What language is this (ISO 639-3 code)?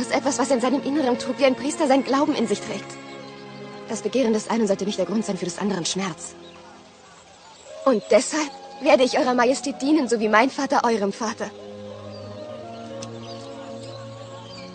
deu